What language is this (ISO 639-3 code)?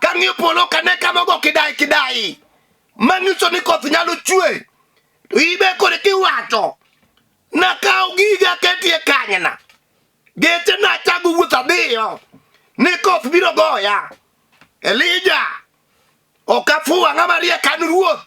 luo